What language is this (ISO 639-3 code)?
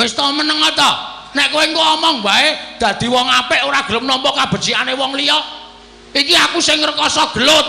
jav